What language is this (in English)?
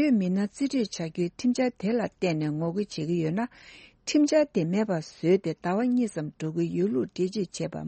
Tibetan